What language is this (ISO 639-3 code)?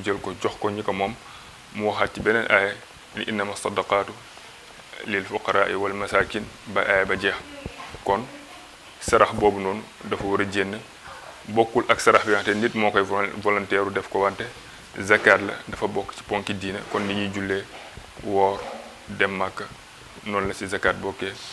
wol